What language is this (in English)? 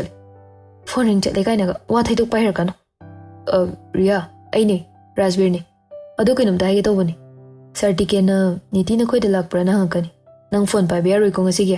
Manipuri